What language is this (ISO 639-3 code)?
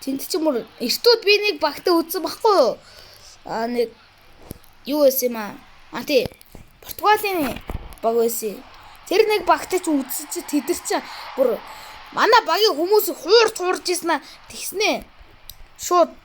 mon